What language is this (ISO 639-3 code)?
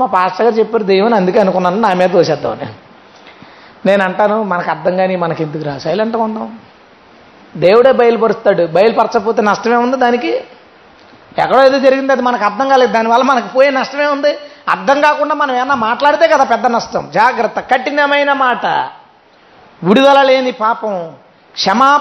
tel